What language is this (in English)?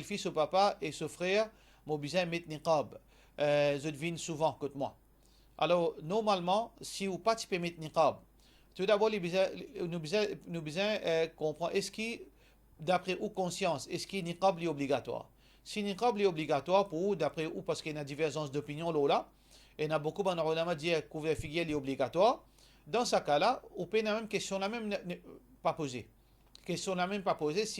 Morisyen